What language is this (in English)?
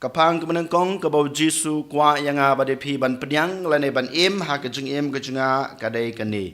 Khasi